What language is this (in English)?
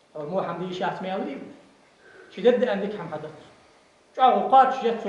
Ingush